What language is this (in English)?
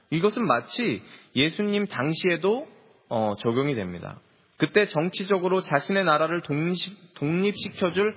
Korean